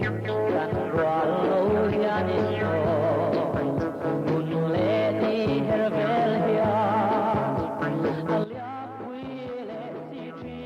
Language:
Biete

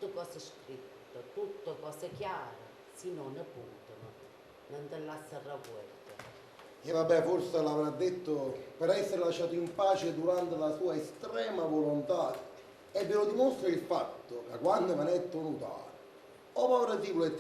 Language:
Neapolitan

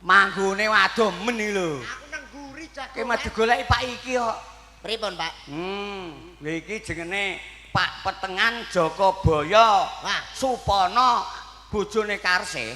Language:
Javanese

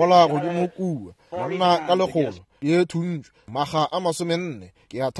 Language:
Northern Sotho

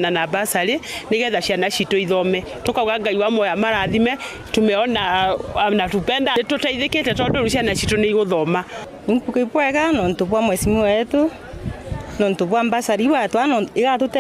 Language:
Meru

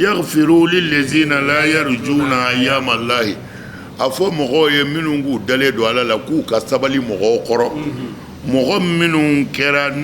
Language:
Bambara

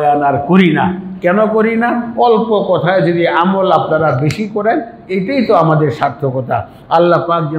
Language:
Bangla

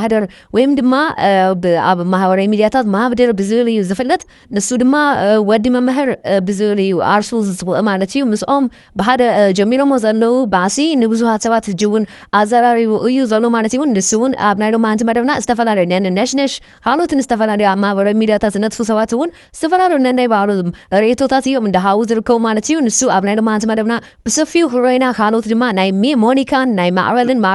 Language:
Tigrinya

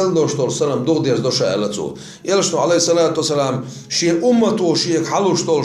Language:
Chechen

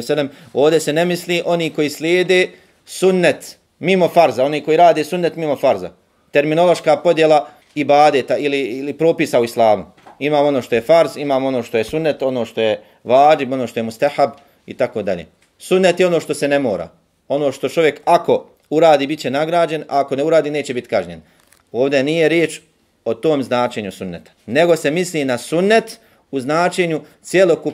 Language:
Bosnian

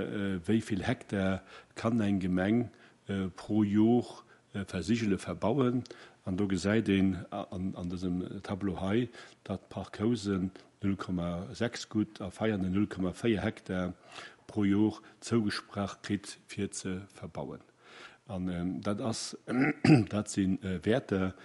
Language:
Luxembourgish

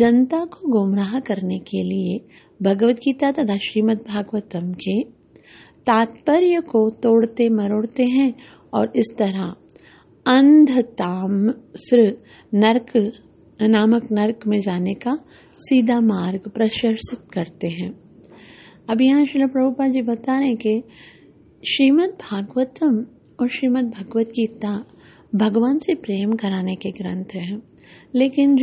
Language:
Hindi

